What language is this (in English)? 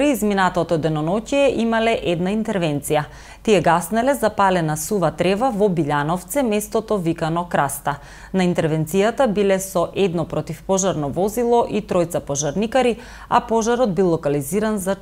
Macedonian